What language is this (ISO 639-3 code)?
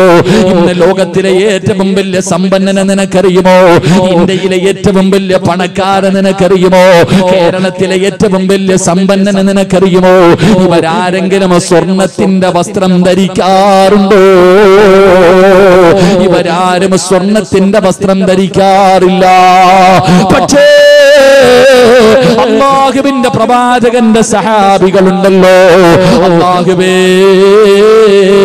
mal